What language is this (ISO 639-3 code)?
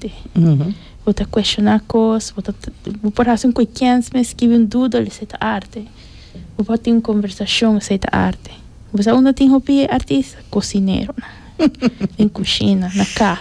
pap